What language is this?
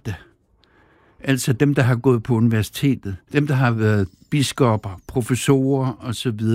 Danish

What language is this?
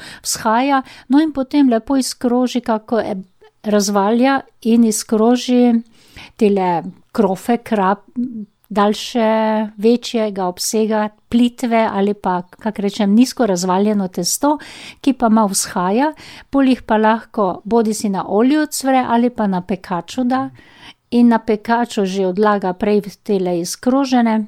Slovenian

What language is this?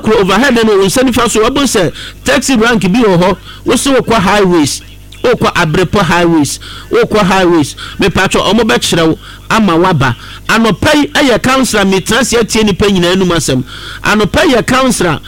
Akan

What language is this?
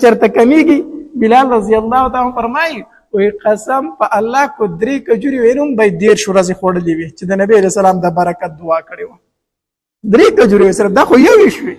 Pashto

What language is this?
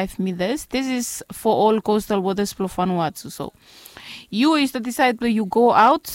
Bislama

